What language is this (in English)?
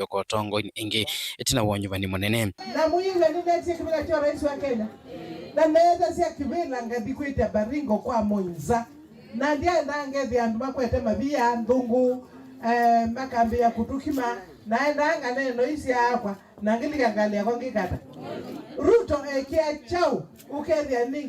Kamba